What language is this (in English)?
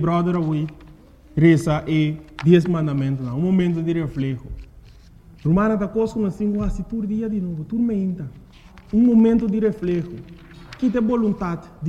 Papiamento